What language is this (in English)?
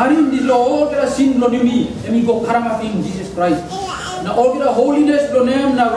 Tok Pisin